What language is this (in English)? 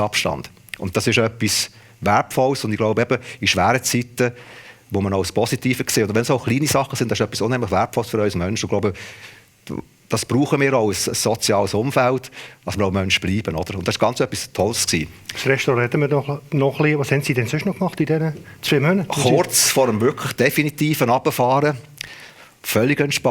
Swiss German